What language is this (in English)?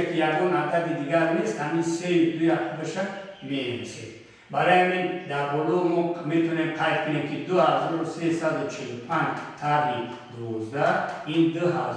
Tajik